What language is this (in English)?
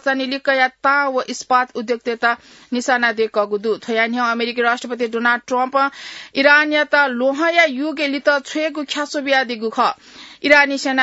Newari